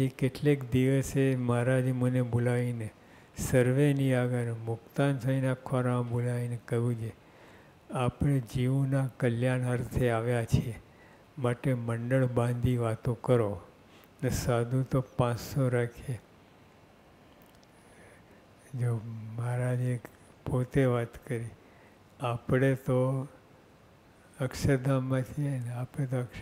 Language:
Gujarati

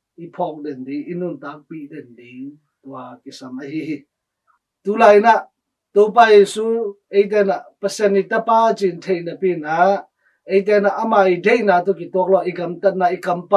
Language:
Tedim Chin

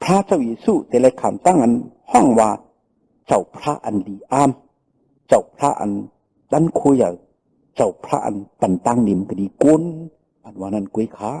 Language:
Shan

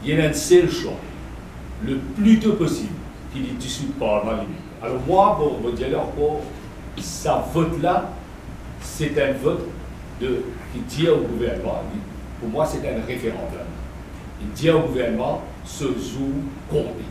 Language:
Morisyen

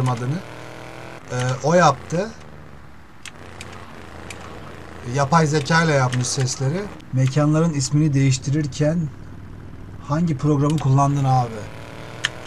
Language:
Turkish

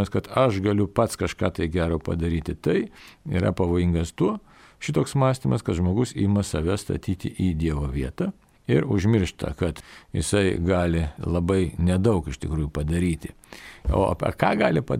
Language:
Lithuanian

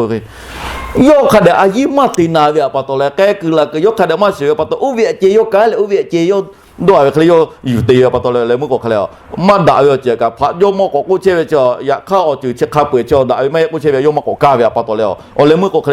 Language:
Lahu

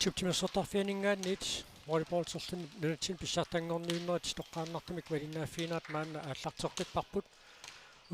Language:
Kalaallisut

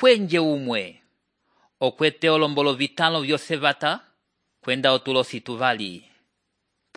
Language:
Umbundu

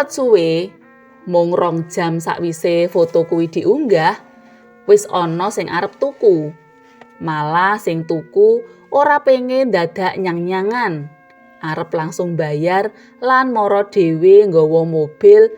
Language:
Javanese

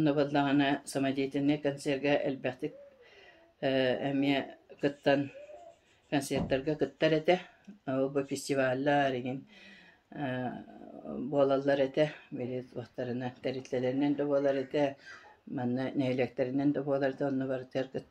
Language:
Yakut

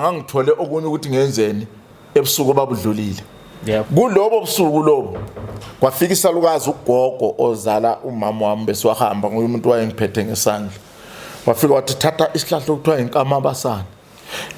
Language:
Zulu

